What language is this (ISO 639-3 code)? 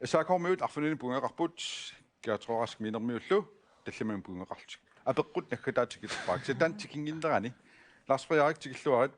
kal